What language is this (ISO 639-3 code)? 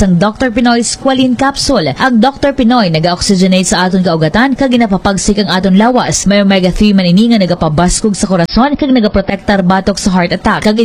hil